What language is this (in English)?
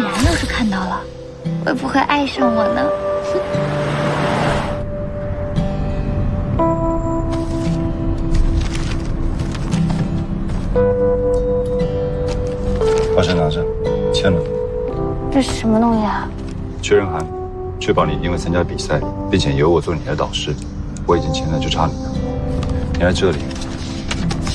Chinese